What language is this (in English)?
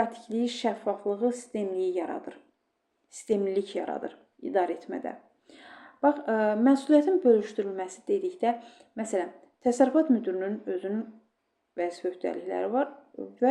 Azerbaijani